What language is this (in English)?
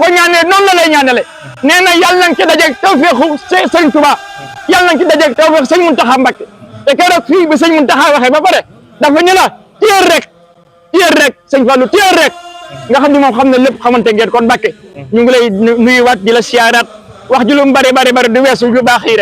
Wolof